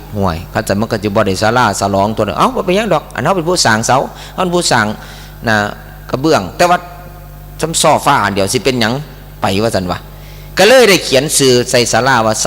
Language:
Northeastern Thai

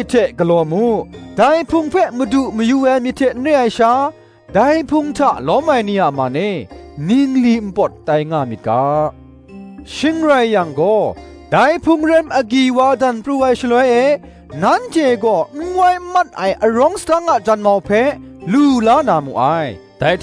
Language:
Kachin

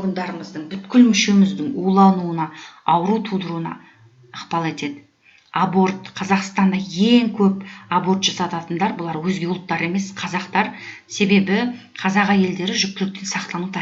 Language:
Kazakh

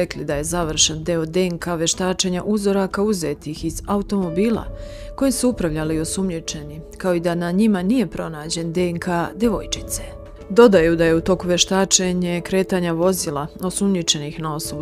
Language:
Serbian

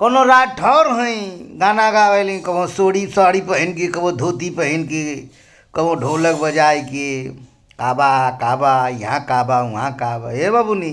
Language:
Bhojpuri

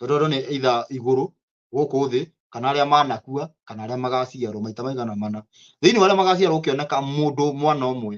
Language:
Kikuyu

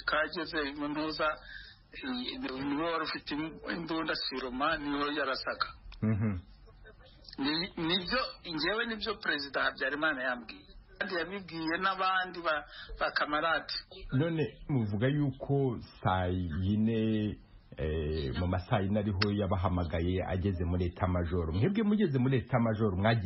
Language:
Kinyarwanda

